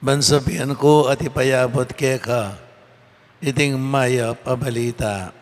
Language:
Pampanga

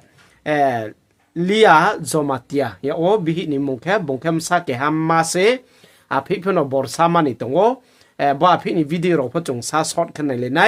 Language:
Riang (India)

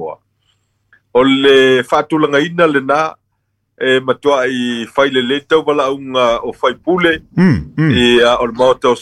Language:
Samoan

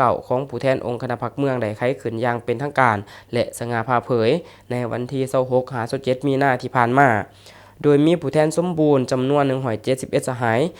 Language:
Lao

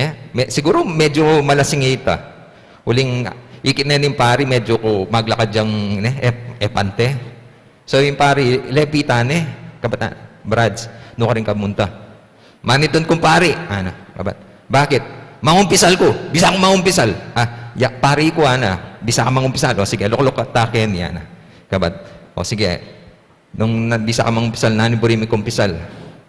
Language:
Pampanga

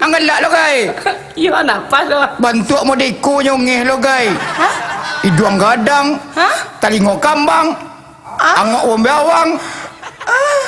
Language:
Minangkabau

